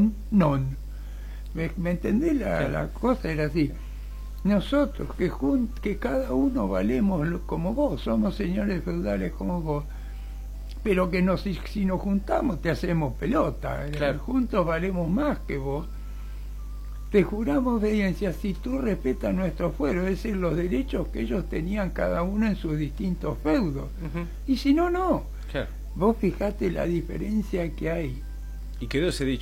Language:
Spanish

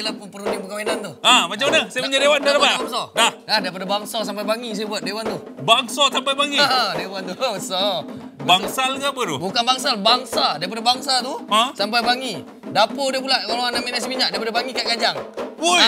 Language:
Malay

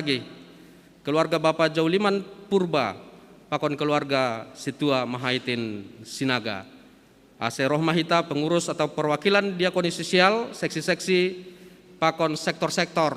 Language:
Batak Simalungun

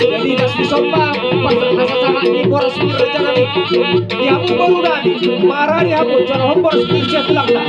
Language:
Batak Toba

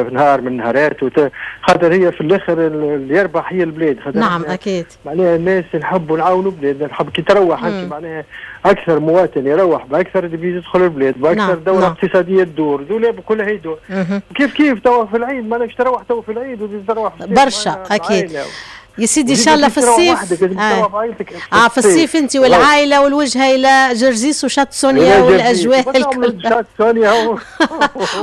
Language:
Tunisian Arabic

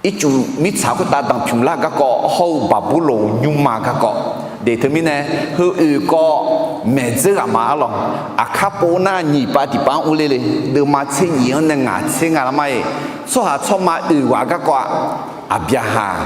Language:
Akha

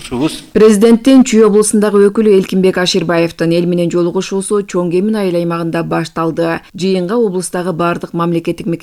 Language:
Kyrgyz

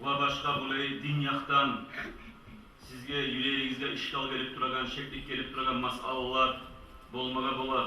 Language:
Kumyk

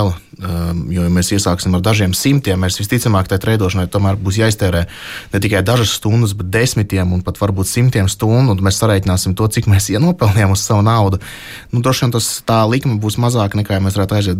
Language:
Latvian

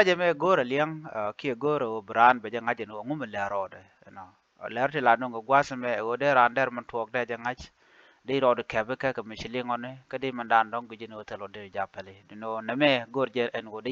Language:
Nuer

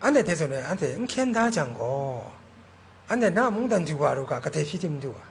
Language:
Kachin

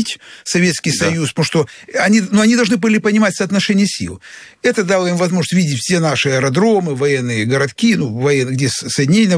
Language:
Russian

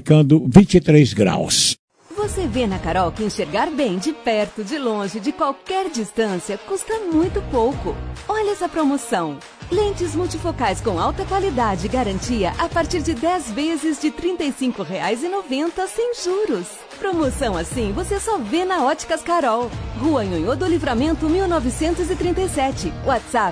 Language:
Portuguese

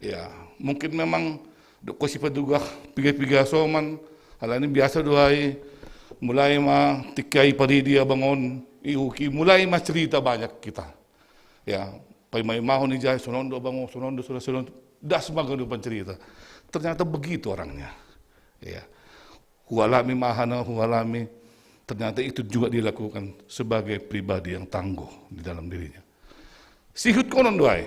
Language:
Batak Simalungun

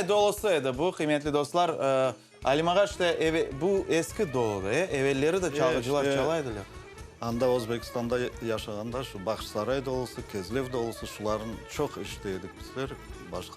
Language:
Crimean Tatar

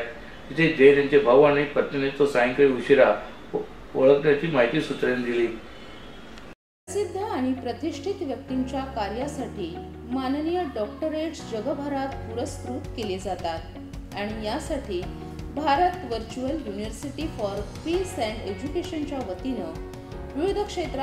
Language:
Marathi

